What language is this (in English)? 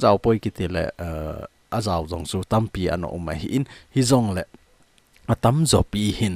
Thado Chin